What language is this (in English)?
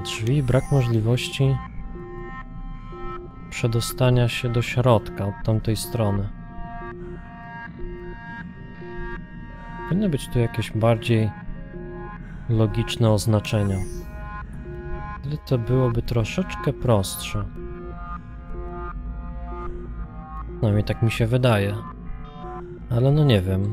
Polish